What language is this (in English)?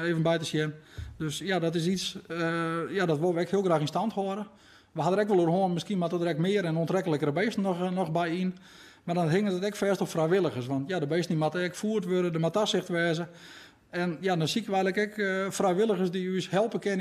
Western Frisian